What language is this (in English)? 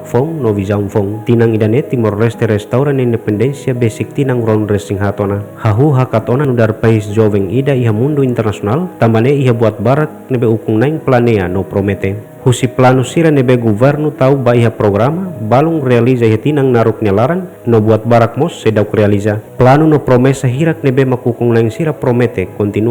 Tetum